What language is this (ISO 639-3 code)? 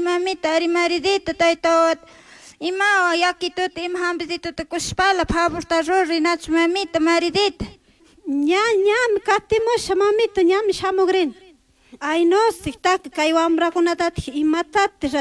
qug